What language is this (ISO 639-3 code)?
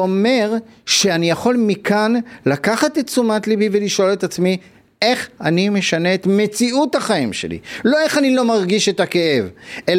heb